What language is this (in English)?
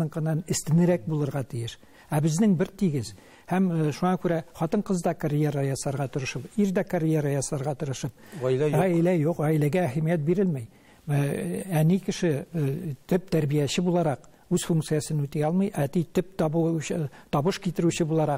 Tatar